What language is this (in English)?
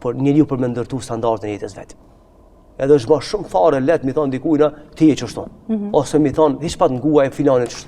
Albanian